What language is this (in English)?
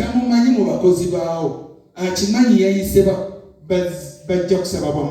Ganda